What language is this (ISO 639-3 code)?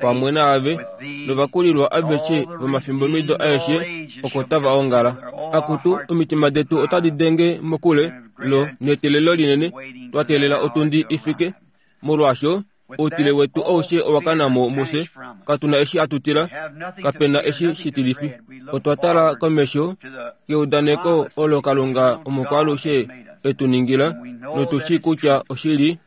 kua